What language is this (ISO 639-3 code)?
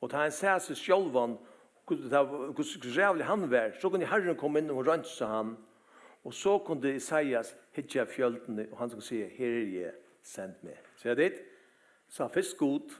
fao